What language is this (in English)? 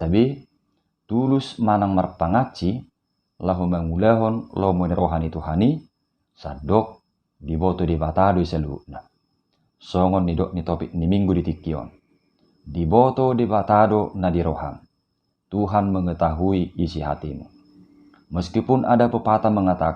Batak Toba